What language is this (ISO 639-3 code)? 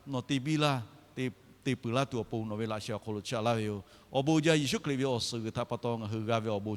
lhu